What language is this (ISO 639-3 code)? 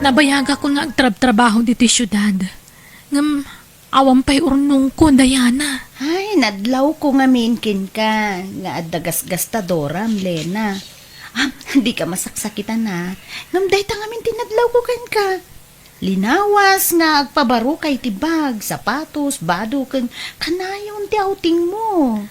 ilo